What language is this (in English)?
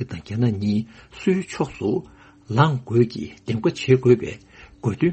Tibetan